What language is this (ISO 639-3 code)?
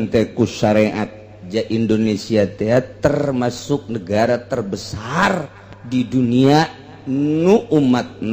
sun